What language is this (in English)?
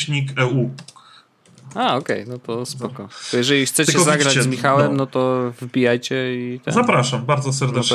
Polish